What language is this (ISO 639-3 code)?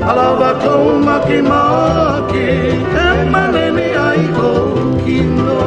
haw